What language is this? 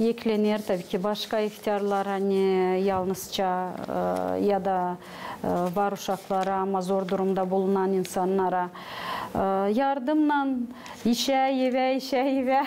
Gagauz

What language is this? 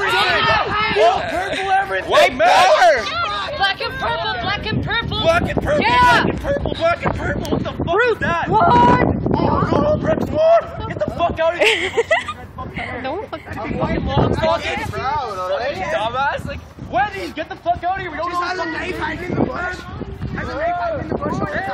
English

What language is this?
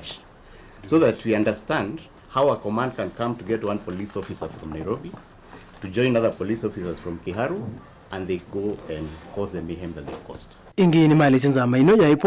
Kamba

